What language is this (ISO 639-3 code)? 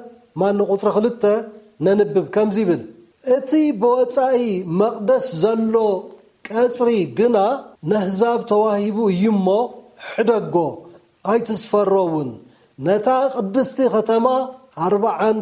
tir